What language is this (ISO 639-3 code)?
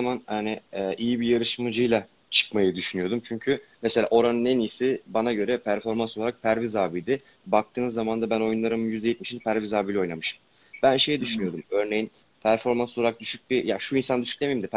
tur